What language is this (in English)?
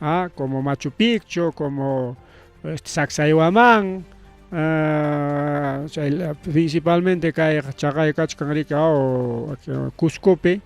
Ayacucho Quechua